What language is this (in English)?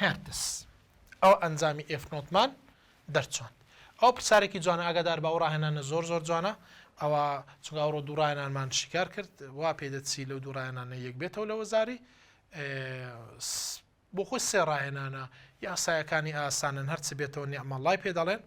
Central Kurdish